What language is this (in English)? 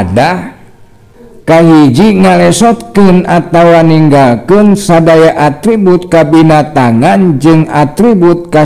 Sundanese